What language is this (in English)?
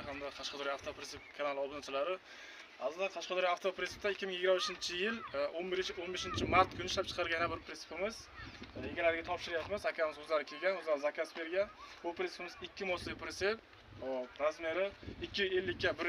Uzbek